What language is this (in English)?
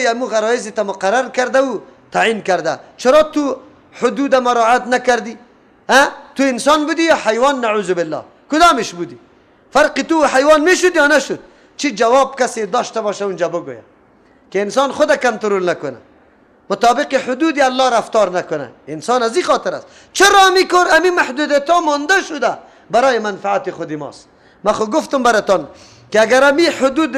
Persian